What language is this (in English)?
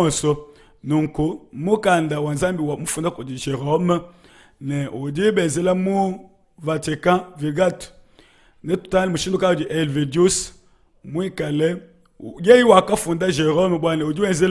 Luba-Lulua